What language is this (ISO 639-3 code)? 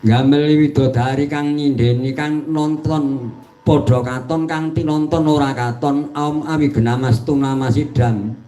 jav